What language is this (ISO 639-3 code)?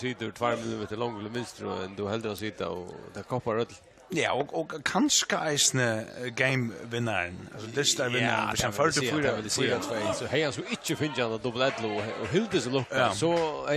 fao